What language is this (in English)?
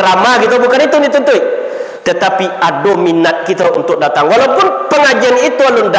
Minangkabau